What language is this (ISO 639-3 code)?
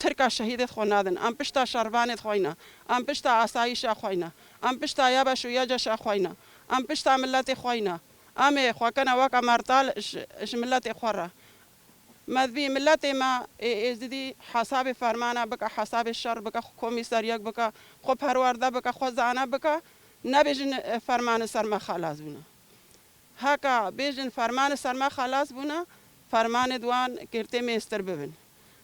kur